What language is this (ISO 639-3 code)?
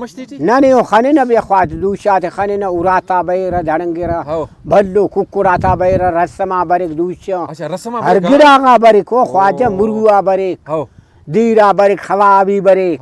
brh